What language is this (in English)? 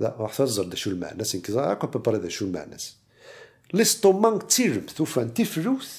Kabyle